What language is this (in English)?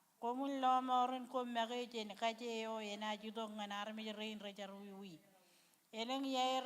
Marshallese